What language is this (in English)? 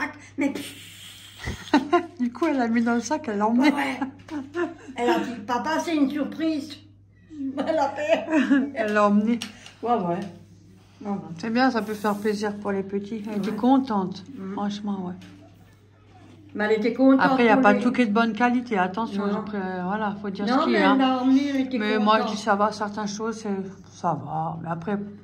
French